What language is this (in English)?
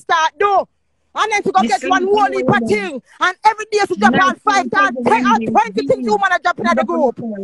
Jamaican Creole English